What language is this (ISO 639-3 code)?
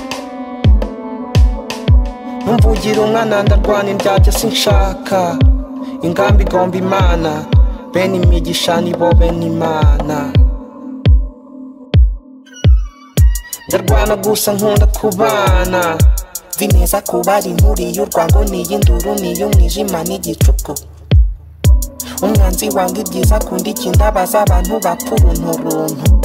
kin